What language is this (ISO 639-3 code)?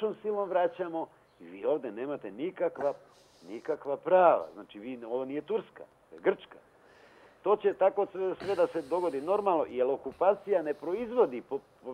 srp